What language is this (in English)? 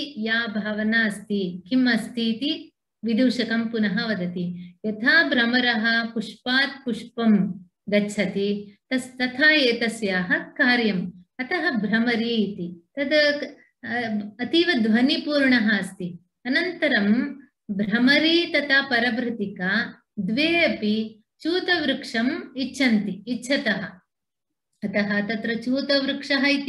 Sanskrit